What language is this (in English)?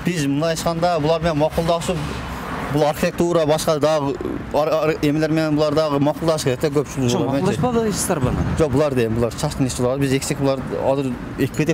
Kyrgyz